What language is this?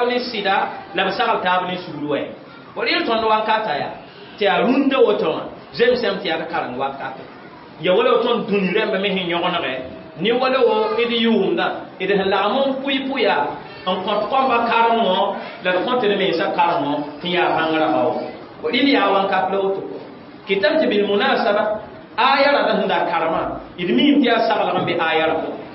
Mossi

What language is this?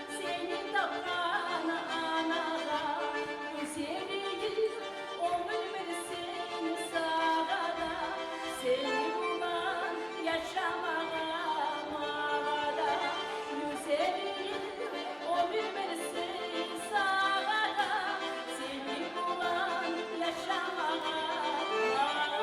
Kumyk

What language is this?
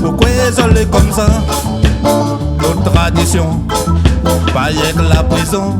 Réunion Creole French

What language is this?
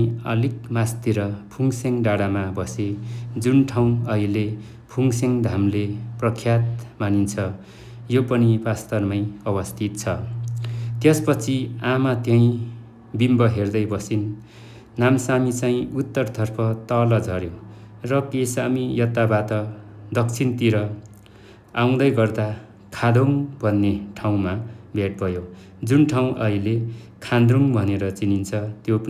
Nepali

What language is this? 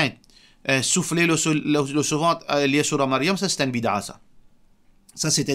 Morisyen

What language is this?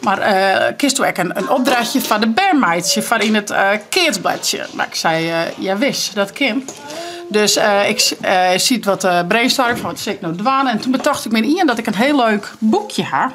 Western Frisian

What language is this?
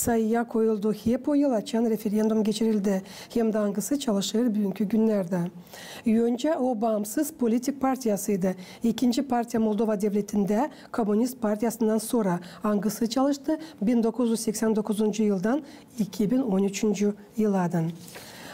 Gagauz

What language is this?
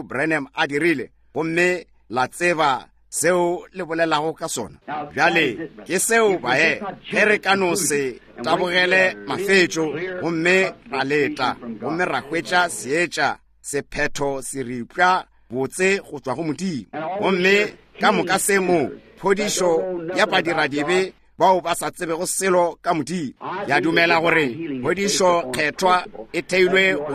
Northern Sotho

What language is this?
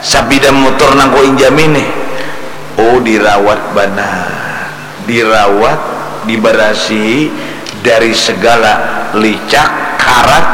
Banjar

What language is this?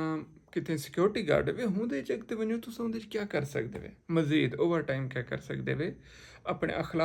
Saraiki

